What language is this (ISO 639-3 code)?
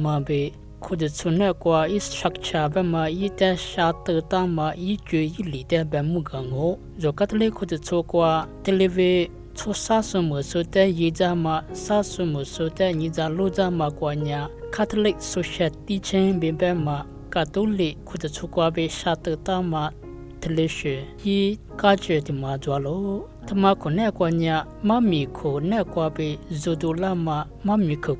lis